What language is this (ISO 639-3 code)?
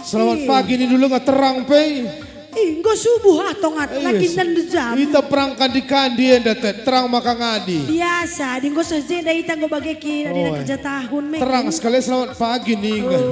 btx